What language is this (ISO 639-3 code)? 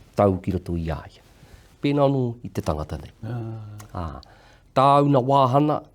mri